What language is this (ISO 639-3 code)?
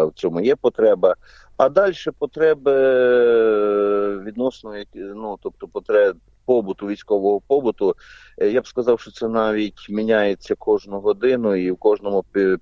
ukr